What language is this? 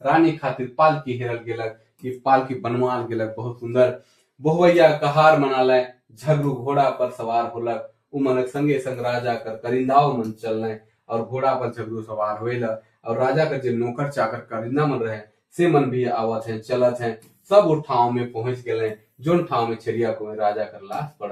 Sadri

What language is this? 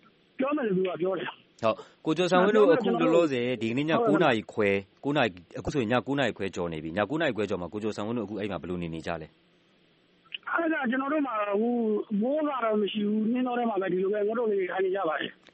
Burmese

